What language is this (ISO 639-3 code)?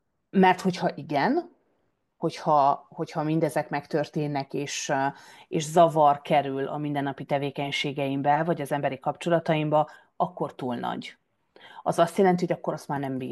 hun